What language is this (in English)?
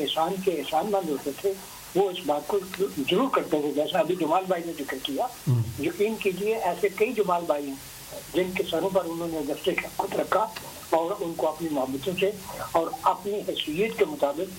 Urdu